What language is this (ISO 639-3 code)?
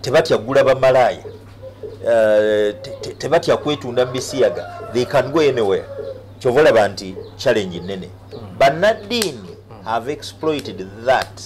lug